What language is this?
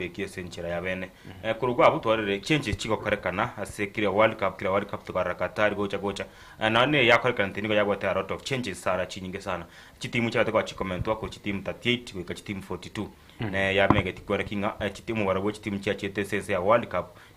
Gusii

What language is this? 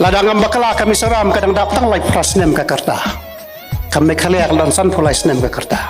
Khasi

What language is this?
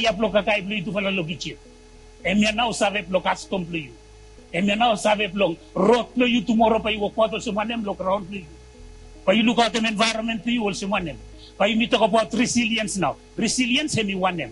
Bislama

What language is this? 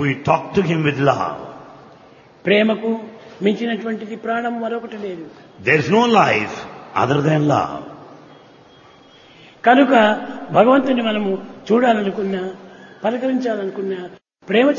Telugu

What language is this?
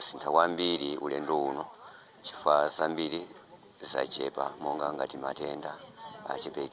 Nyanja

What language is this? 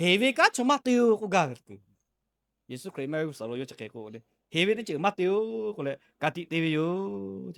Lahu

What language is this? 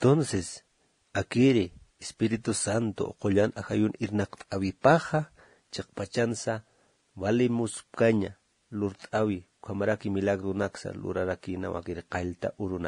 Aymara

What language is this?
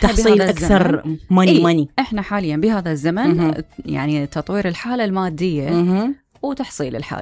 Mesopotamian Arabic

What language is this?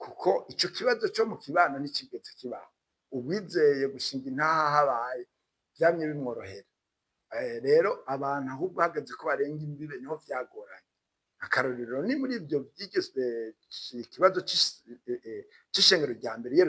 Rundi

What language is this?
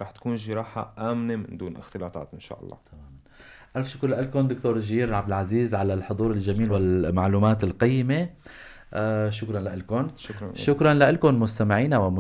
North Levantine Arabic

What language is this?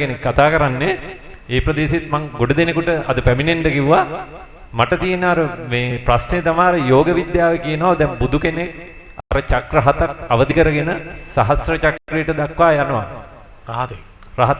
Sinhala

